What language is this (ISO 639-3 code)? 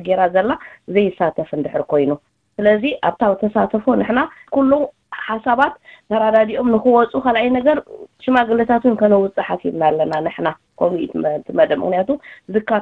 tir